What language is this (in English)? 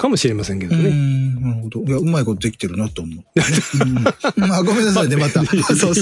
Japanese